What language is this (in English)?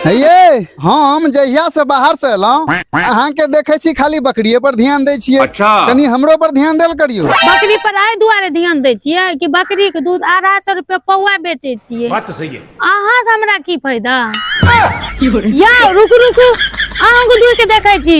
Maithili